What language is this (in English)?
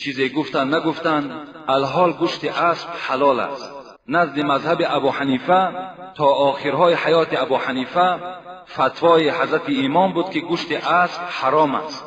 Tajik